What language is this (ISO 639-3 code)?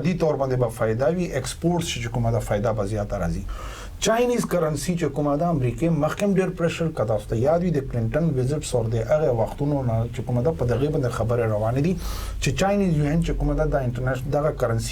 pus